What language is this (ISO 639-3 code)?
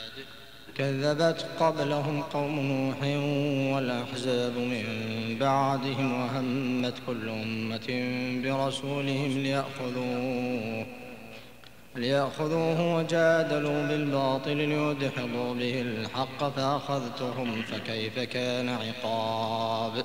ara